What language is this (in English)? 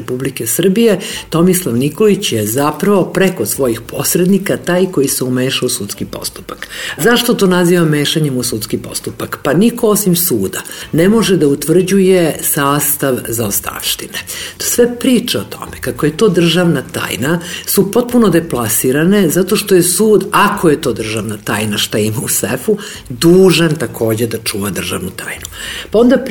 Serbian